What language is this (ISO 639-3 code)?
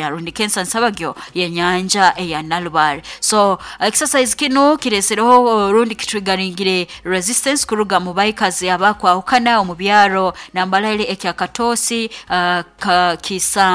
nyo